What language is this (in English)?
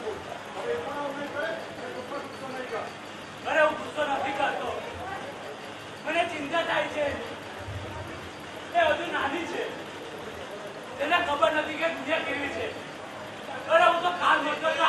Gujarati